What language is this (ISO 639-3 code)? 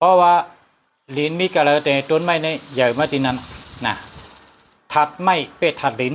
shn